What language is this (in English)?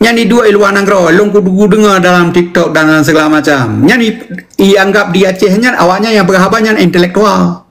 Achinese